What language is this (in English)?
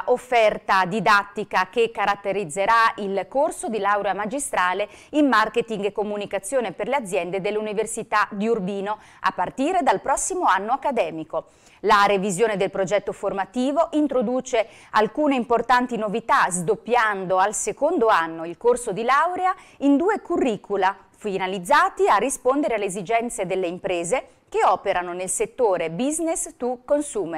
Italian